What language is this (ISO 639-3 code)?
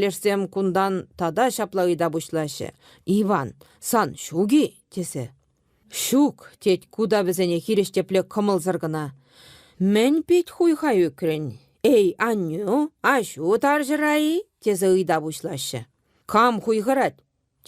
chv